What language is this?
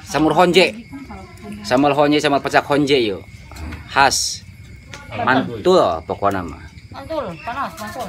Sundanese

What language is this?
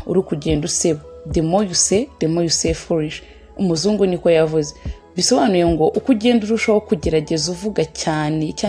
Kinyarwanda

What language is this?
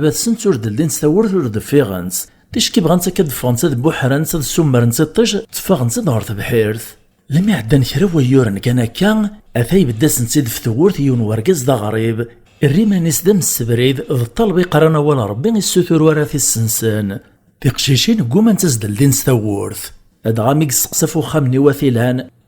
Kabyle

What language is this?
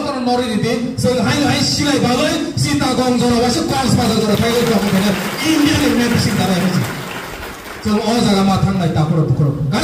Kok Borok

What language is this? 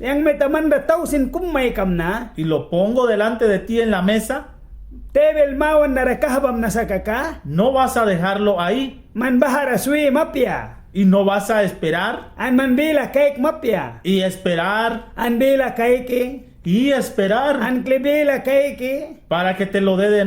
Mískito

